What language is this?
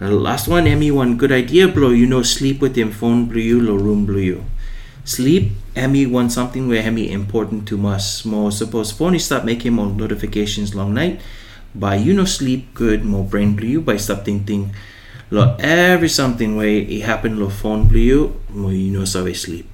Bislama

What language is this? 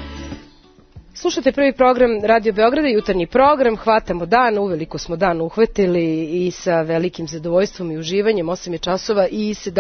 Serbian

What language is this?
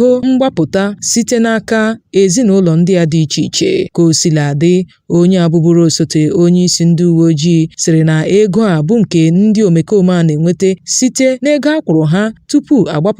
Igbo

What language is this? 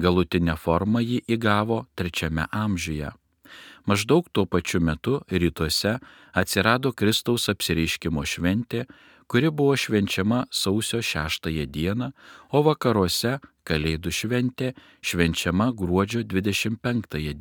Lithuanian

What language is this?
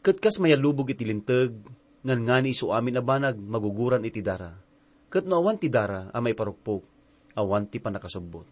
Iloko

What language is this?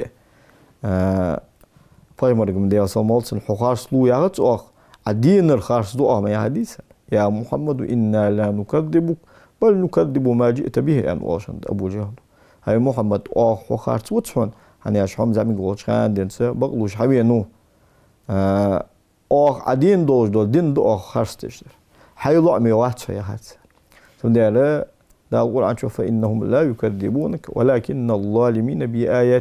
Ingush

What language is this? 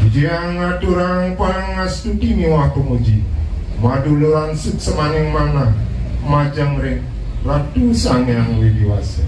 Balinese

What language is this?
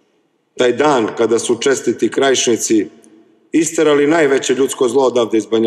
Serbian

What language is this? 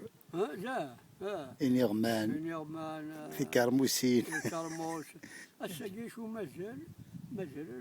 Kabyle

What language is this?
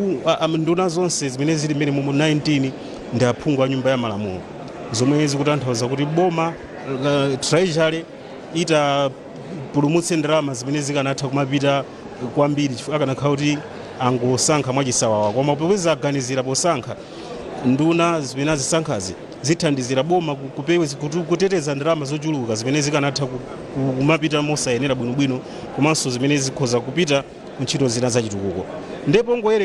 Nyanja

